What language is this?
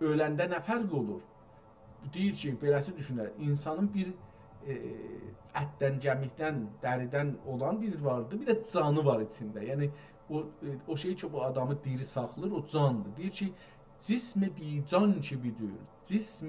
South Azerbaijani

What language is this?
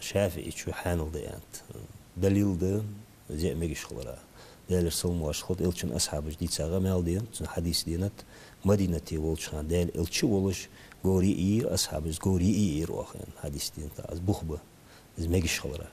Ingush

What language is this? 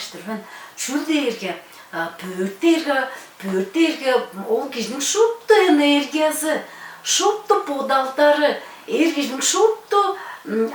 Tuvinian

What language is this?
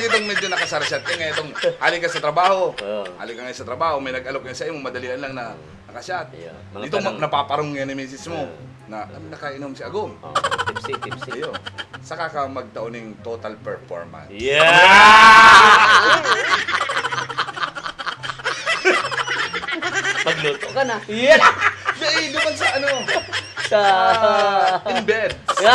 Bikol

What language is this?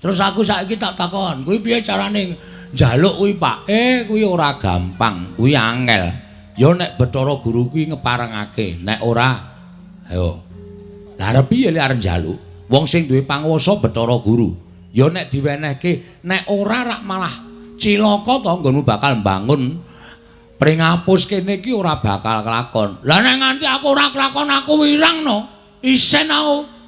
Javanese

